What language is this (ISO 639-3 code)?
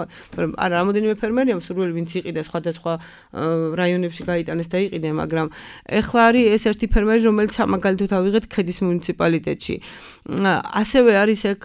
kat